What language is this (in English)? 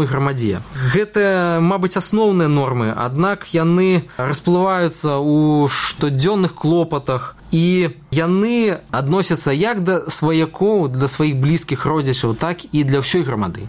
Belarusian